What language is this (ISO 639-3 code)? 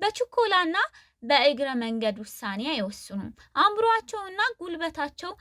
amh